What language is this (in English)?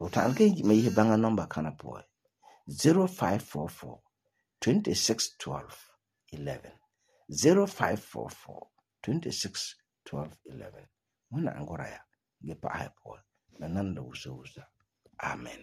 Frafra